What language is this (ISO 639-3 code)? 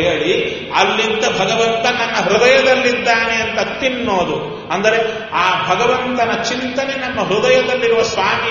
kan